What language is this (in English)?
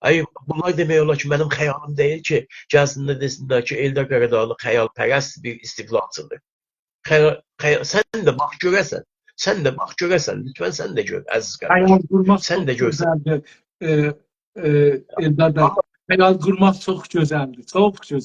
South Azerbaijani